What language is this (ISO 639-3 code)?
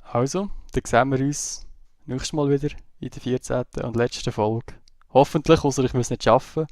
gsw